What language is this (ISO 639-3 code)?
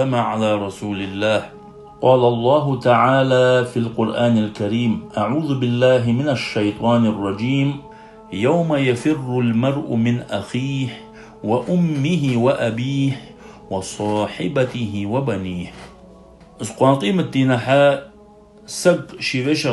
inh